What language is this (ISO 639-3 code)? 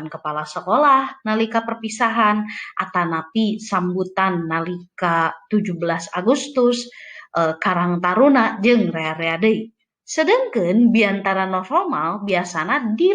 sun